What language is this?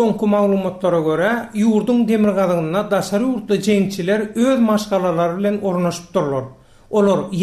Turkmen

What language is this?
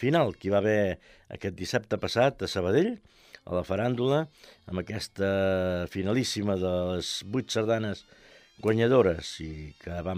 Catalan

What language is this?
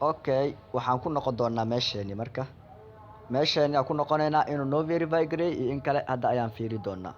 Somali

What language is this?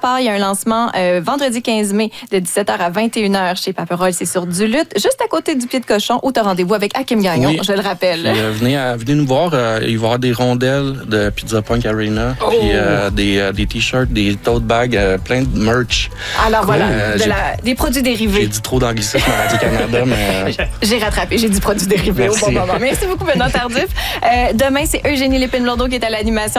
French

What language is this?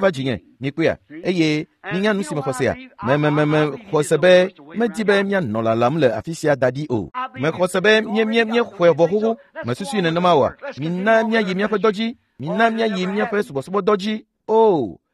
Ewe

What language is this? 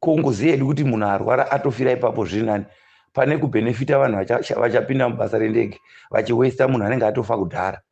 Shona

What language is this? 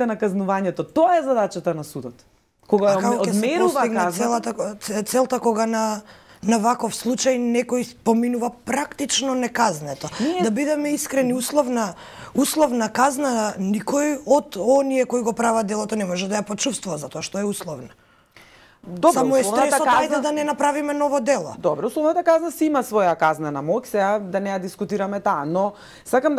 Macedonian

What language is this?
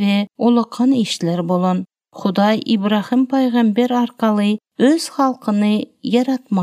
Turkmen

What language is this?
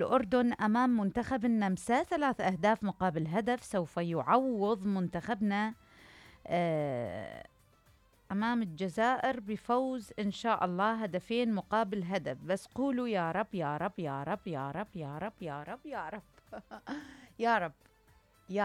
Mesopotamian Arabic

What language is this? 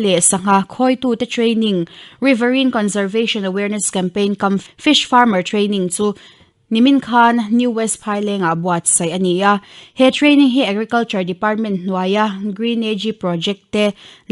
Mizo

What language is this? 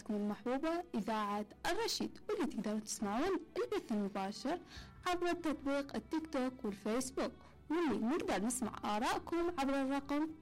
Mesopotamian Arabic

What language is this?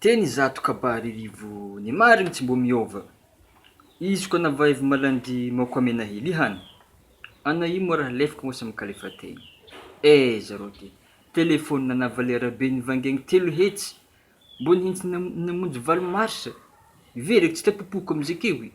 Malagasy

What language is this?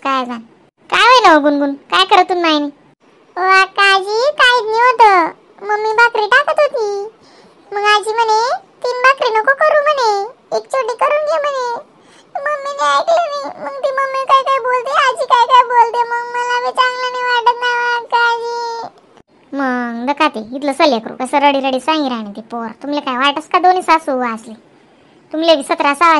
Khandesi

